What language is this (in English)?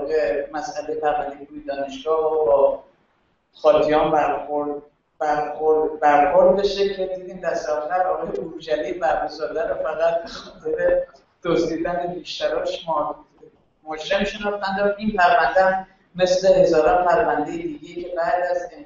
Persian